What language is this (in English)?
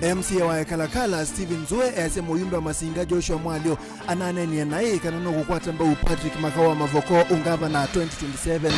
Kamba